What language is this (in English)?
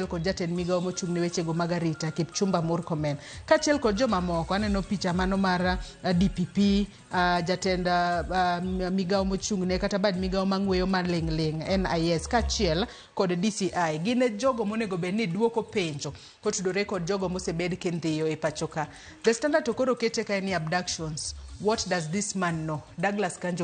Luo (Kenya and Tanzania)